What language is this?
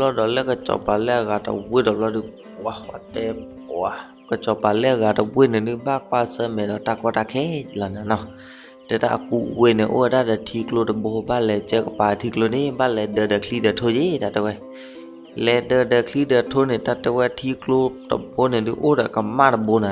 S'gaw Karen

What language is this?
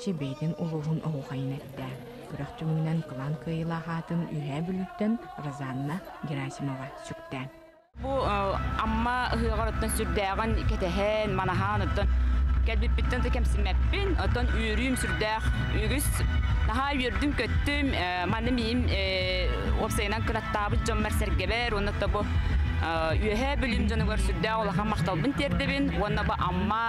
Yakut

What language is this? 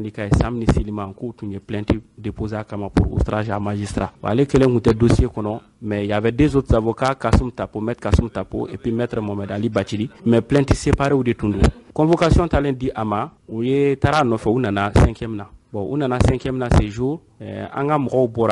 Bambara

